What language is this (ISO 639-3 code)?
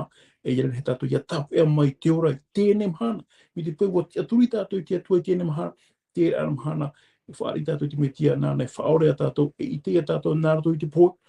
tah